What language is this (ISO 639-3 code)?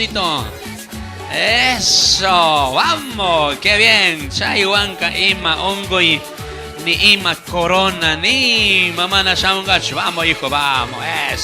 qug